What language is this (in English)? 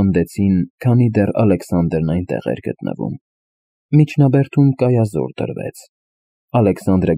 Armenian